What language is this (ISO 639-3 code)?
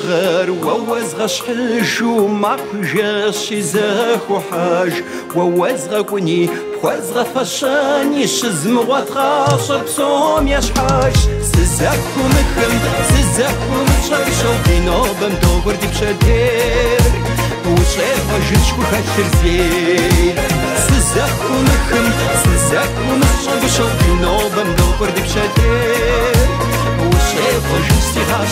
kbd